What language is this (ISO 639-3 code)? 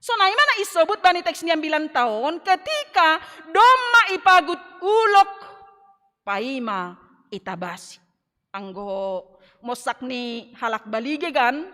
bts